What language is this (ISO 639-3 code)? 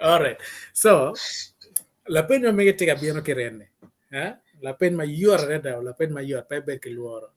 ach